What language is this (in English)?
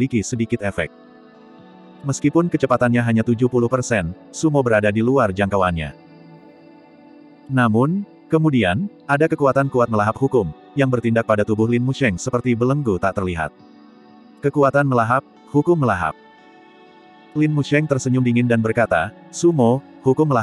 Indonesian